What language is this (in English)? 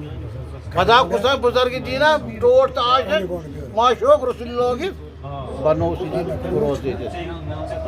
Kashmiri